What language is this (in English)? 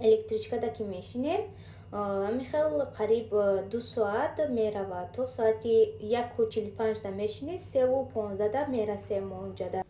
Tajik